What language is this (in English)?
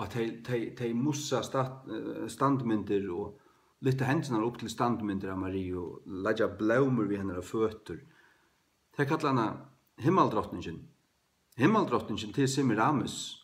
Faroese